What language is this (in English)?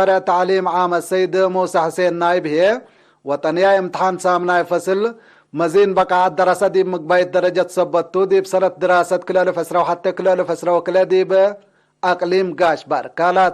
Tigre